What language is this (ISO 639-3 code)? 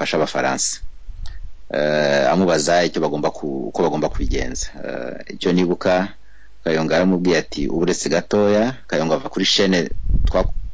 kin